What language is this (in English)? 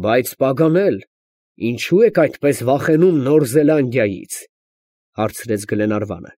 Armenian